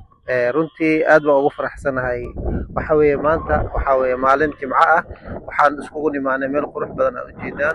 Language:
Somali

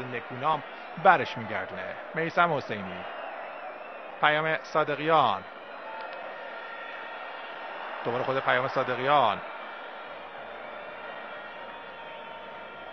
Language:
Persian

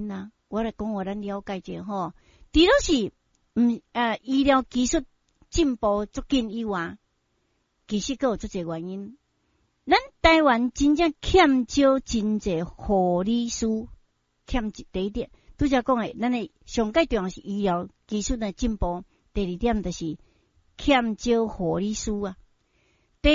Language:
Min Nan Chinese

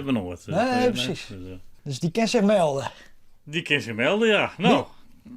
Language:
Western Frisian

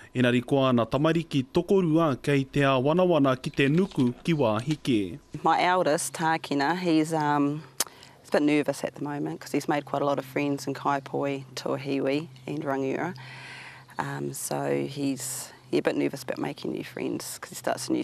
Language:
Māori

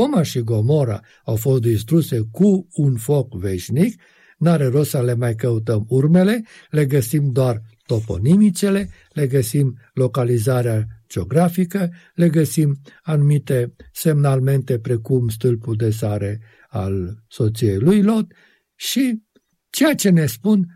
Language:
Romanian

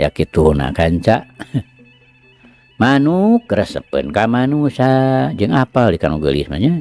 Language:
Sundanese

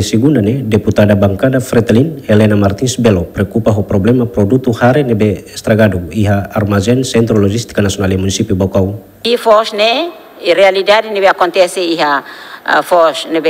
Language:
Tetum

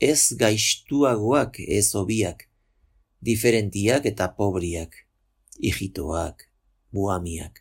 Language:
Basque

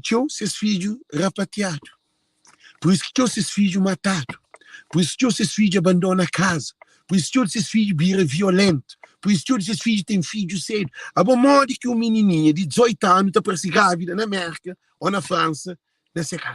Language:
Kabuverdianu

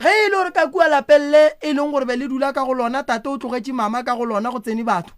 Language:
Northern Sotho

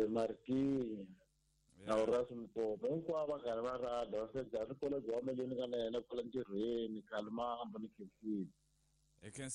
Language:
Tsonga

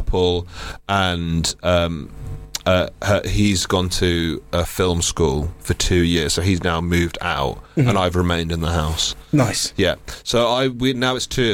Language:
English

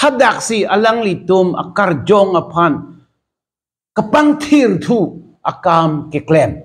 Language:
Karbi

